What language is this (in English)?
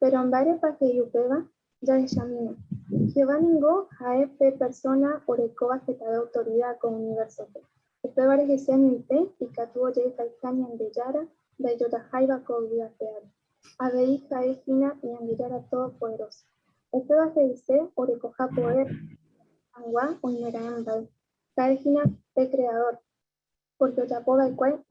Guarani